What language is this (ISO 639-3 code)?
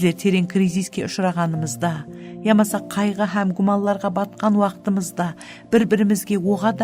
kaa